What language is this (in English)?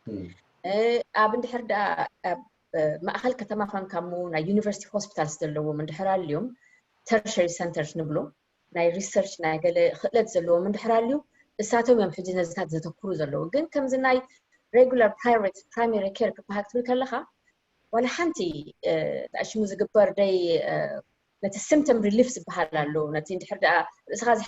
Tigrinya